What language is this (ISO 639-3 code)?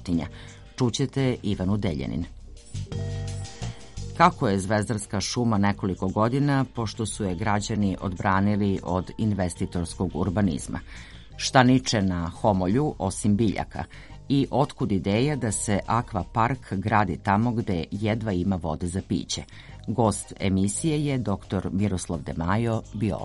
srp